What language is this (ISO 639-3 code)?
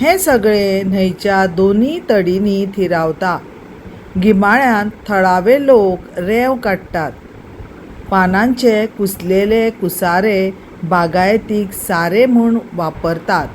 kok